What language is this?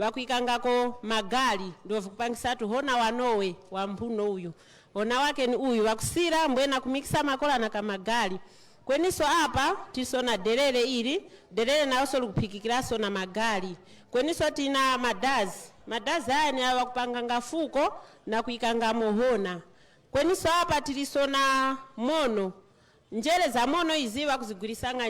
Nyanja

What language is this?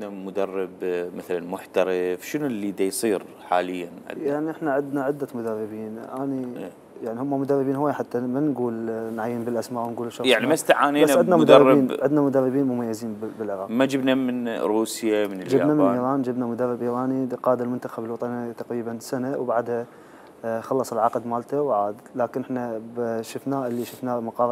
Mesopotamian Arabic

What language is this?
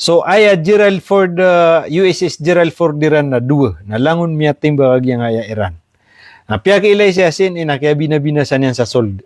Maranao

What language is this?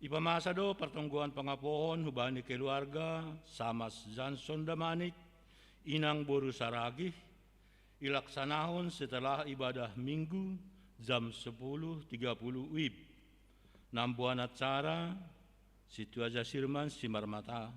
Batak Simalungun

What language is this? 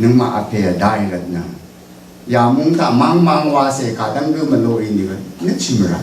Rawang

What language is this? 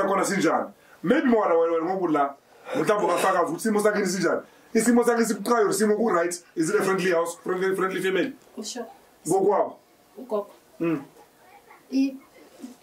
Zulu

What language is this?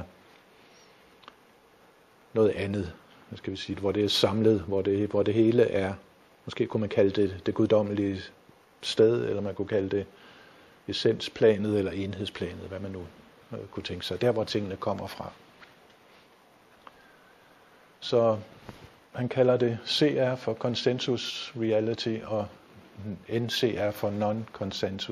Danish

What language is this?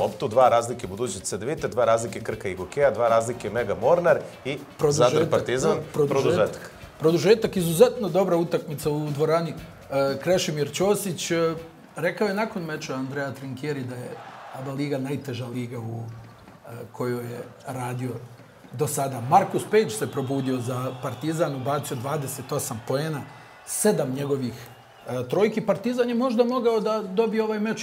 Serbian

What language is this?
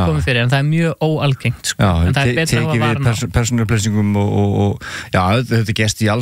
Icelandic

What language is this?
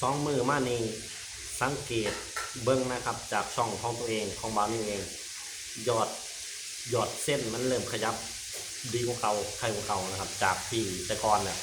Lao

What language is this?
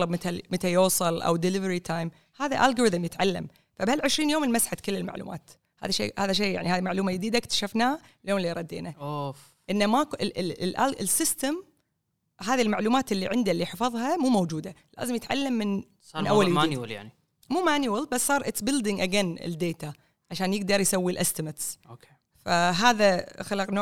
Gulf Arabic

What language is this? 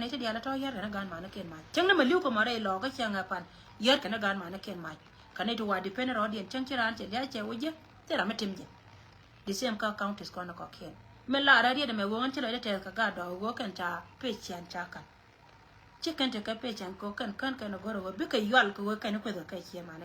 Nuer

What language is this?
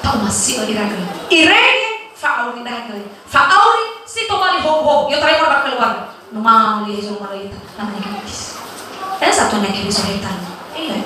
Nias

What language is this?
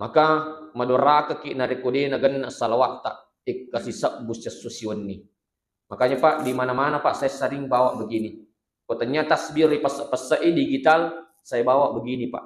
Buginese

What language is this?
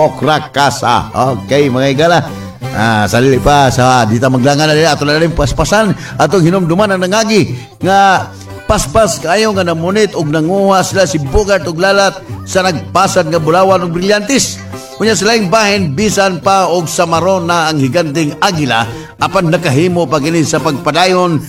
Cebuano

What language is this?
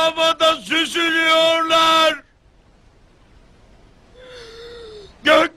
Turkish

